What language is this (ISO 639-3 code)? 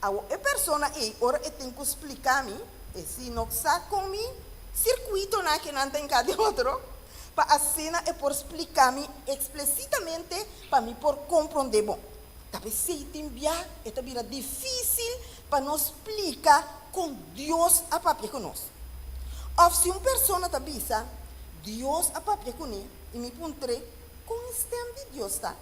pap